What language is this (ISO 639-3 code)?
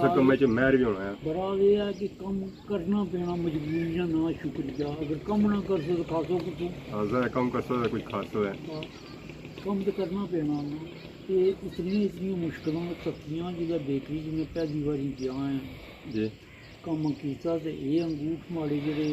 phr